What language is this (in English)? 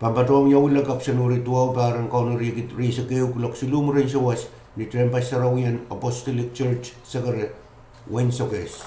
Pohnpeian